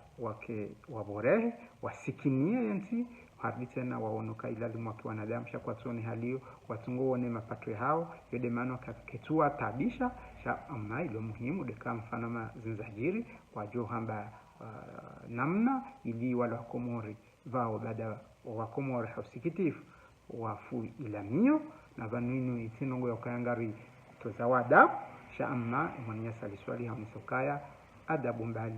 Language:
Ngazidja Comorian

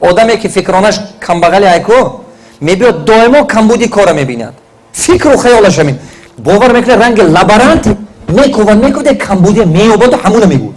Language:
Tajik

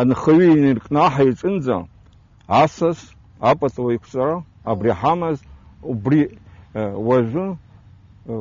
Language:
Abkhazian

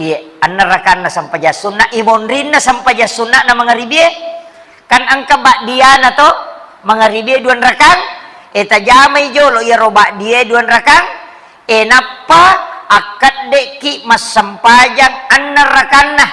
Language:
Buginese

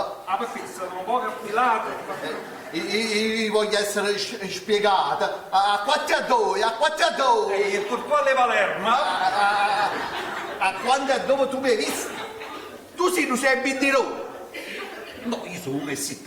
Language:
Neapolitan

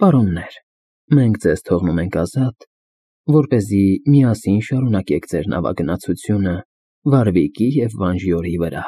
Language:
Armenian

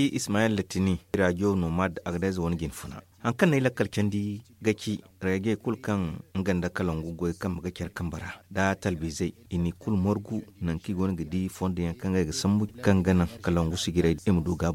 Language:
Zarma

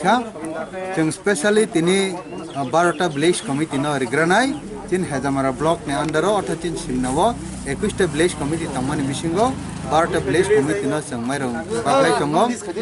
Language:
Kok Borok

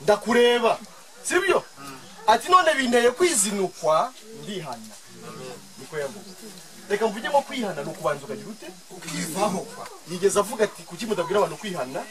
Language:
Kinyarwanda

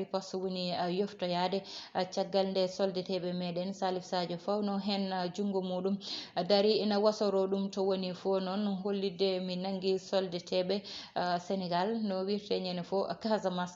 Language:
Fula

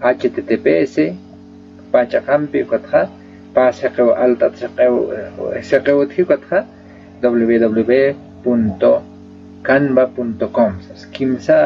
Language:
Aymara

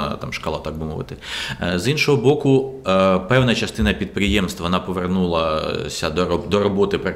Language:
Ukrainian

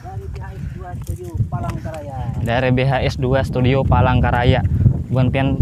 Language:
Banjar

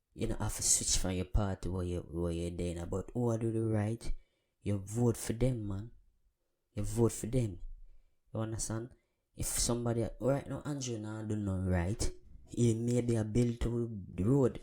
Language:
Jamaican Creole English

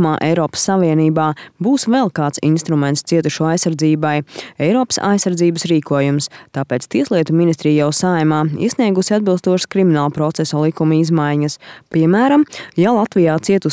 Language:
Latvian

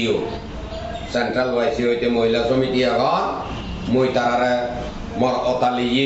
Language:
Chakma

